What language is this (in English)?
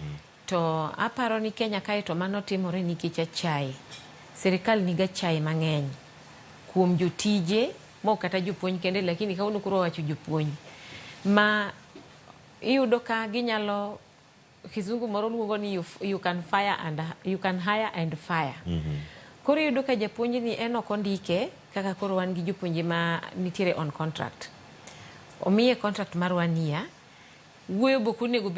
Luo (Kenya and Tanzania)